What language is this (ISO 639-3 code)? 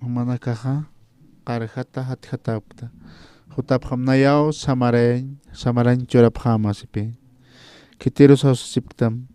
aym